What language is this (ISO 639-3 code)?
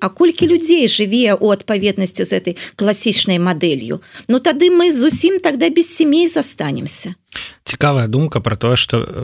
bel